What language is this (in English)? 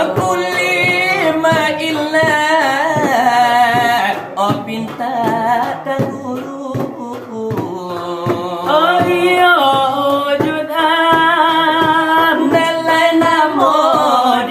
Minangkabau